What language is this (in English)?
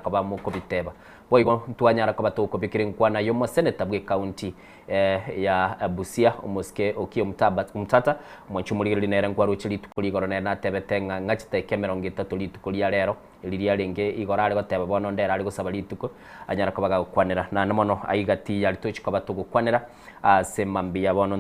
Gusii